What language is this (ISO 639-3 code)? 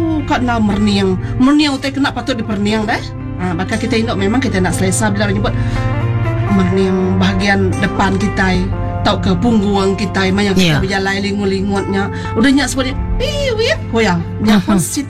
msa